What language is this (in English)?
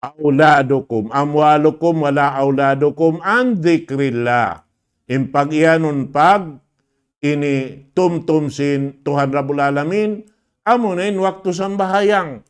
Tausug